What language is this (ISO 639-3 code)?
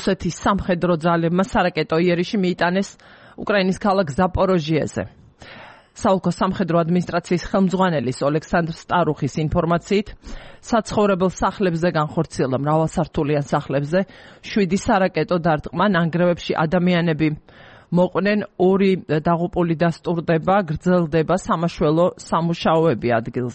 kat